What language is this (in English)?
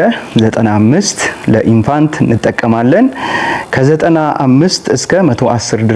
Amharic